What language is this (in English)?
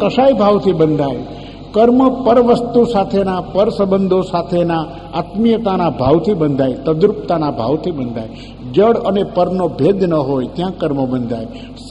Gujarati